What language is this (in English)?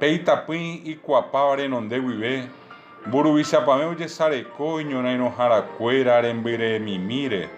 Guarani